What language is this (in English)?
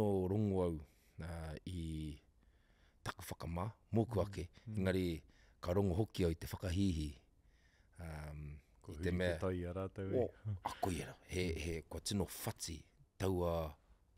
Māori